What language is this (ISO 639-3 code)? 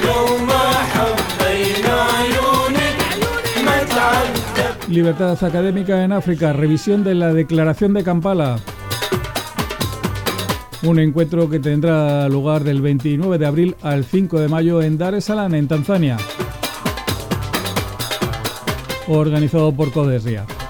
spa